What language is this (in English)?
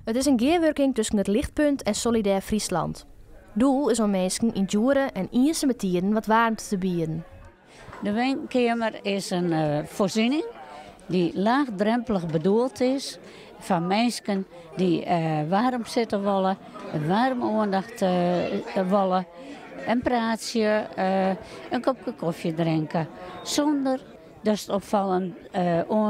Western Frisian